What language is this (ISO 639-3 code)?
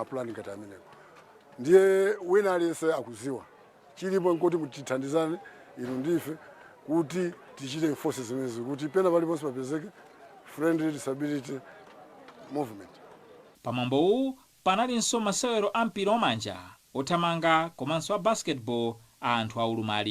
nya